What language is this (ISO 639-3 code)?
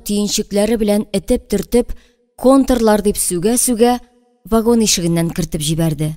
tat